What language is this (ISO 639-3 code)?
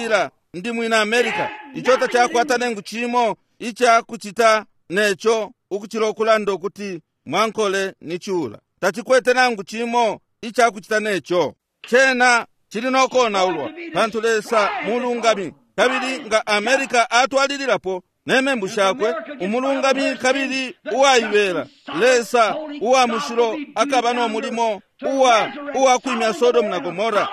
bem